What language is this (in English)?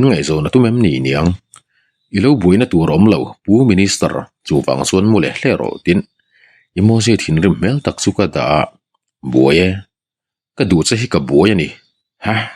Mizo